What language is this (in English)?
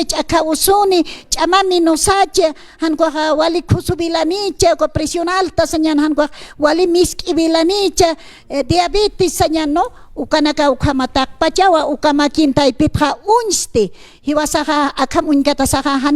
Aymara